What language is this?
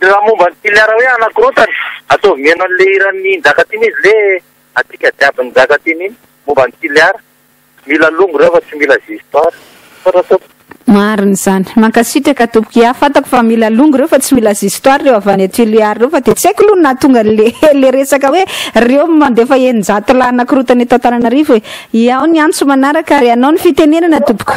Malagasy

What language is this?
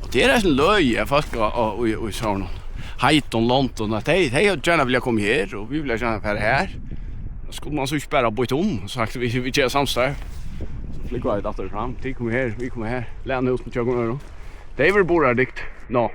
Faroese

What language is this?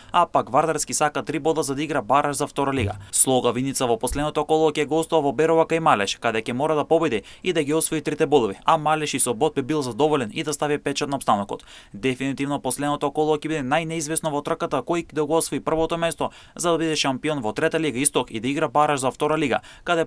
Macedonian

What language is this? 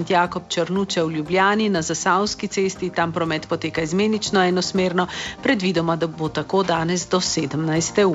Slovenian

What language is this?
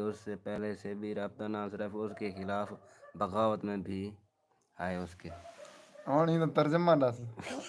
Saraiki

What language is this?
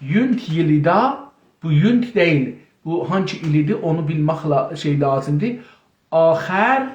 South Azerbaijani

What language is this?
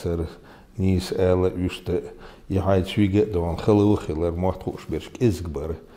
Chechen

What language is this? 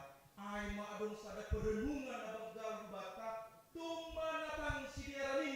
Batak Simalungun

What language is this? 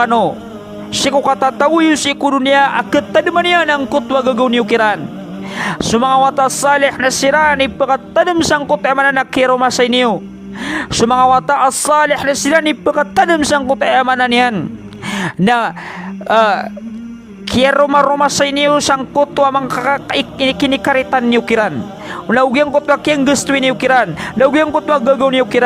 Maranao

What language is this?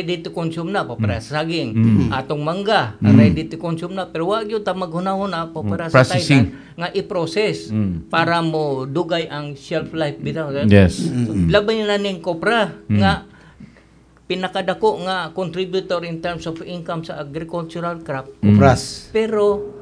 Cebuano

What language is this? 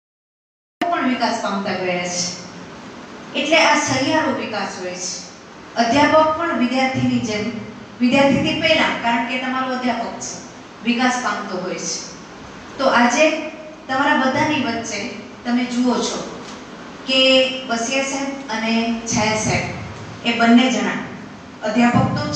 Gujarati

